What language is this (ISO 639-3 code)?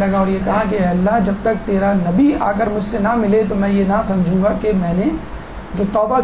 urd